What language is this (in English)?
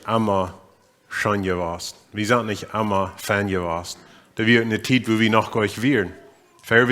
Plautdietsch